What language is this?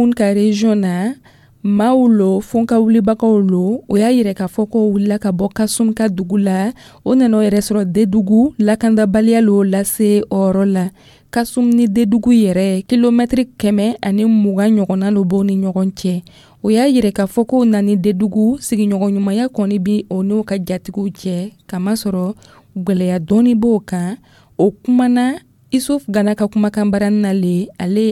Dyula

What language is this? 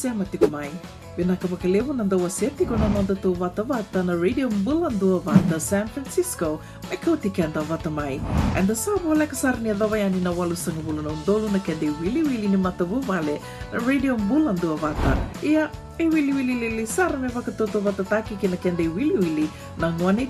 Fijian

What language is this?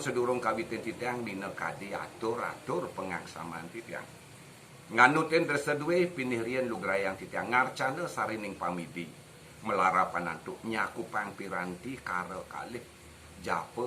Balinese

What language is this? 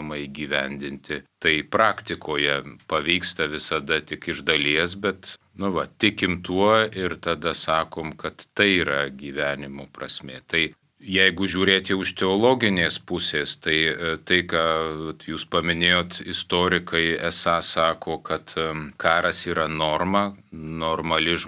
Lithuanian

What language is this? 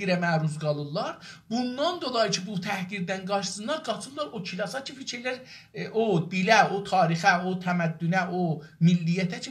South Azerbaijani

